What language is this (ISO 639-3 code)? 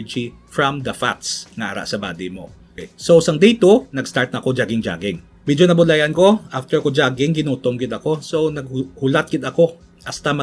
hil